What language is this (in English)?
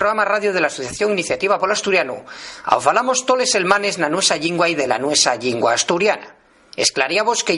Asturian